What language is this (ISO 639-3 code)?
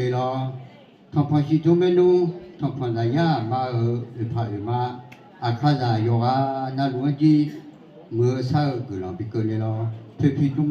ahk